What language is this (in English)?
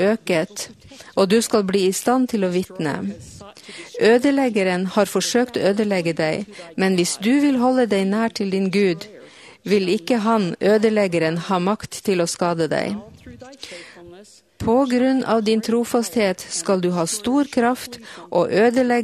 Norwegian